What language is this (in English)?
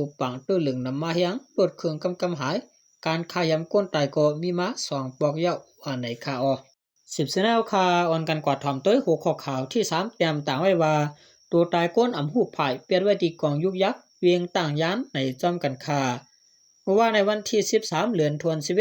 Shan